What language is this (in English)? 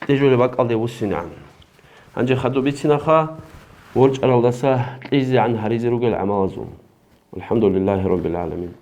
Avaric